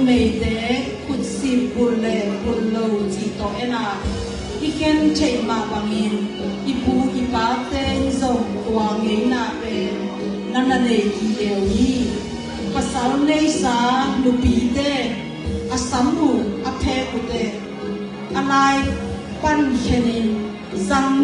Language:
Tedim Chin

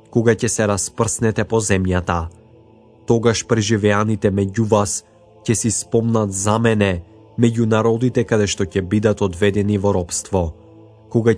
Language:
Macedonian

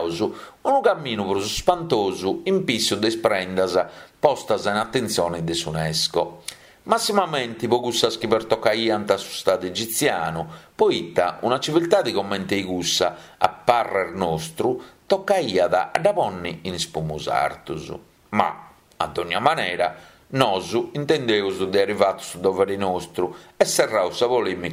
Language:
Sardinian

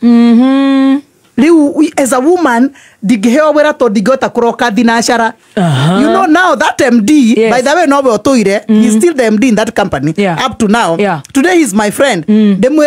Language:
Kikuyu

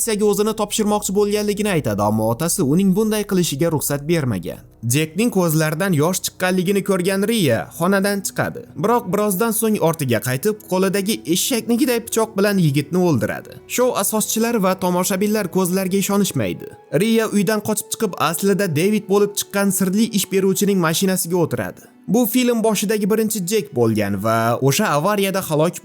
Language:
Uzbek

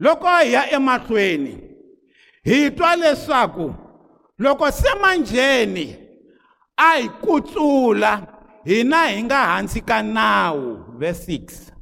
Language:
Tsonga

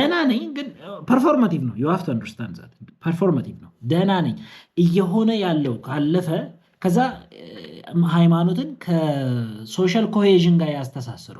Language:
Amharic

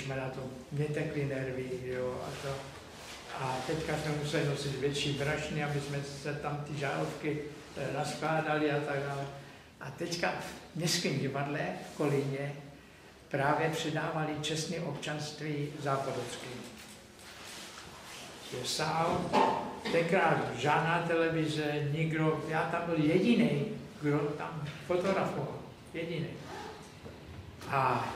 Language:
Czech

